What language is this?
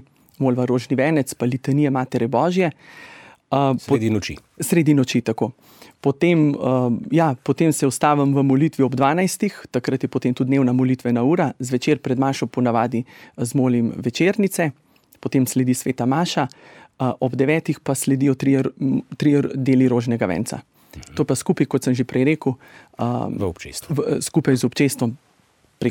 Slovenian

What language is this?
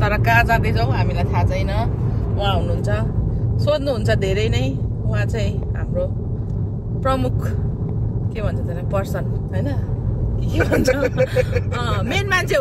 Nepali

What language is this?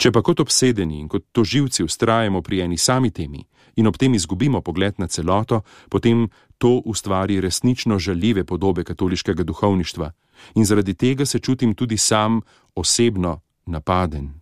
Slovenian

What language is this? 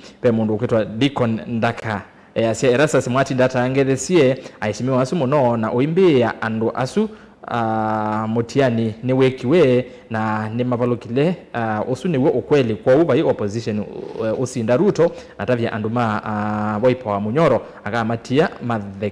Kamba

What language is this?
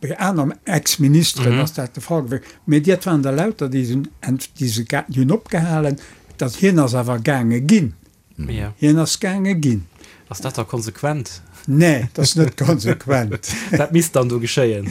Luxembourgish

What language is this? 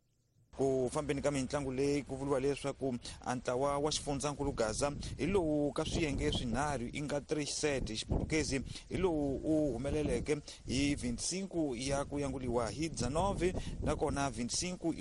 Tsonga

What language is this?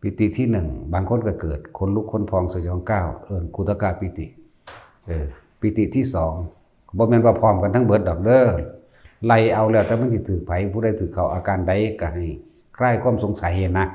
Northeastern Thai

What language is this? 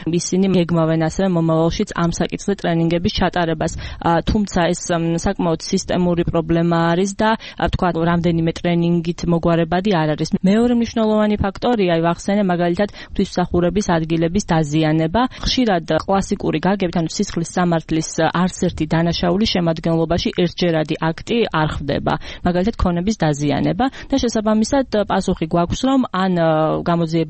Georgian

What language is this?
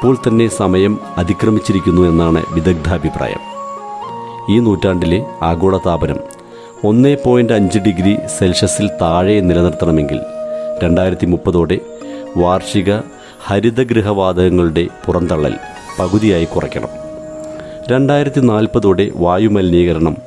Malayalam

